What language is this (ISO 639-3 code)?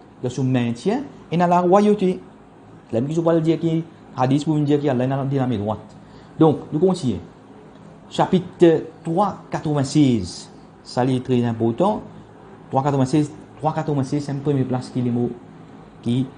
mfe